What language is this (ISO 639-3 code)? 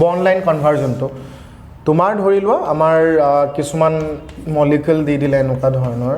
asm